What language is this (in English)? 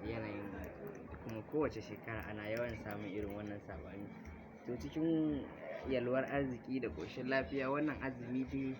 Hausa